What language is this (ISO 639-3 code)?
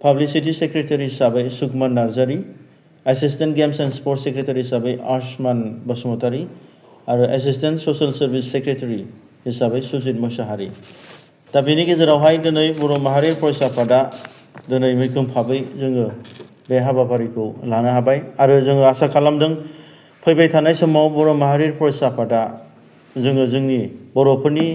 brx